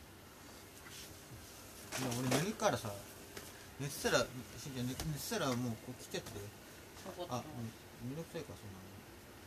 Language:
Japanese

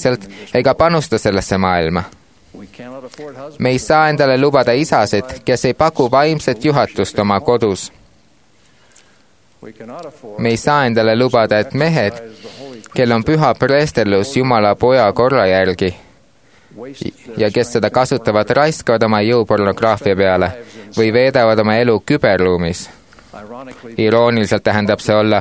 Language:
Estonian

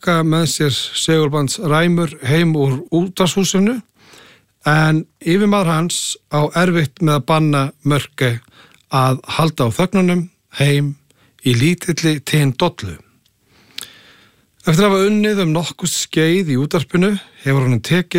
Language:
Icelandic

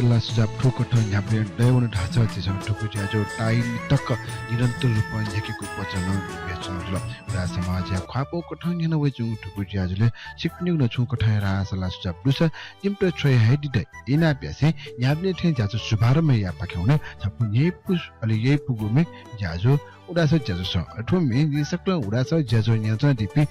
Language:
Newari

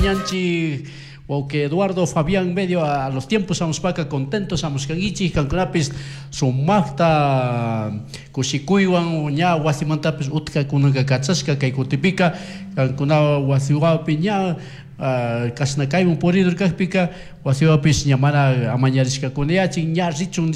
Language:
Chimborazo Highland Quichua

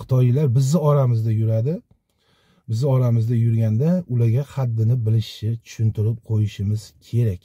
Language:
Uzbek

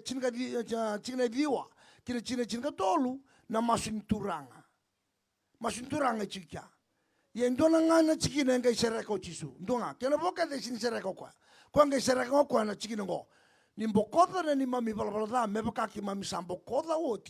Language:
Fijian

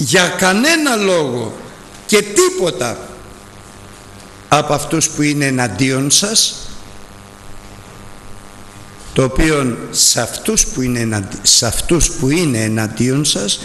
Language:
Greek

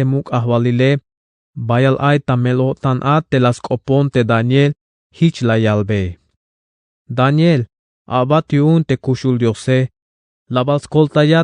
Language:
Tzeltal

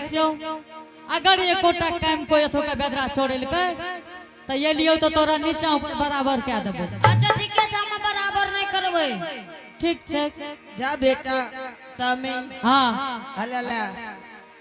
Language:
Angika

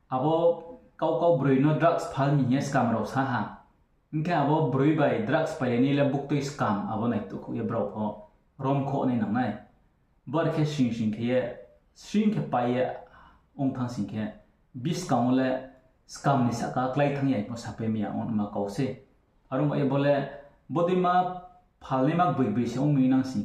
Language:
Riang (India)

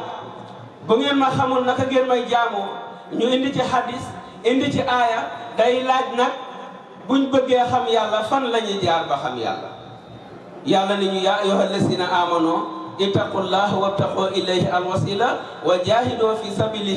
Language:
Wolof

